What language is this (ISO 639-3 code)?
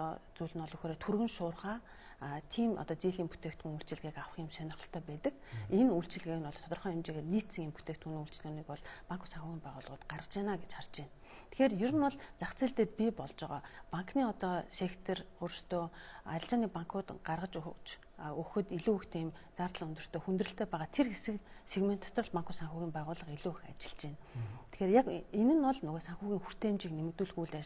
mon